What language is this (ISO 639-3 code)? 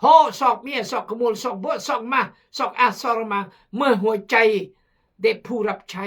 kjg